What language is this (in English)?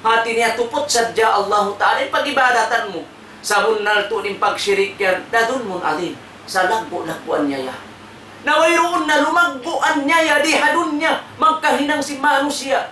Tausug